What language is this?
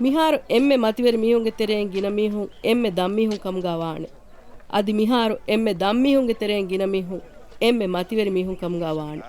Divehi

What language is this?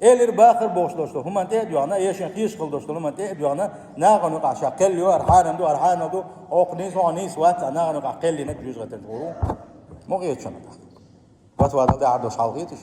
Chechen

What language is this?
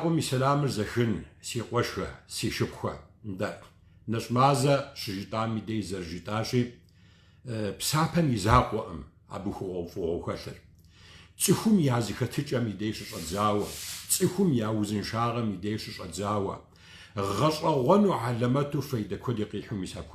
Kabardian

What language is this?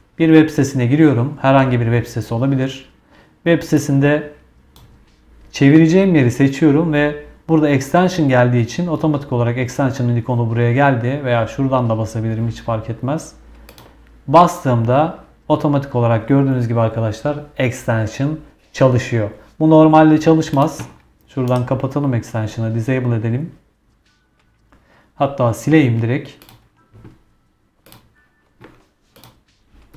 Turkish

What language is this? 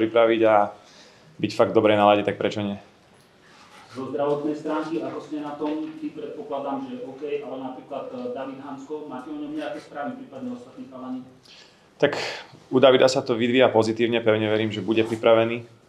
Slovak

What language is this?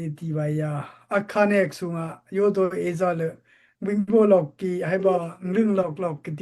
Daai Chin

